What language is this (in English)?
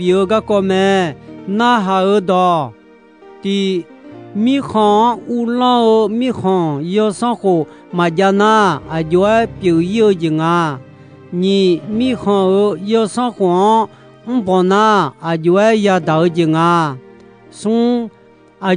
Akha